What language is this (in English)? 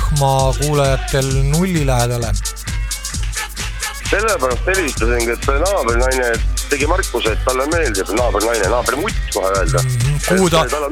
Estonian